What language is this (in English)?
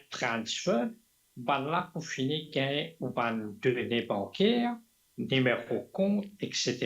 Morisyen